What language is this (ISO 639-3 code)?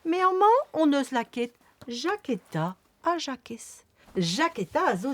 bre